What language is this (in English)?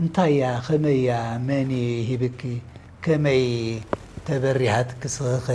Tigrinya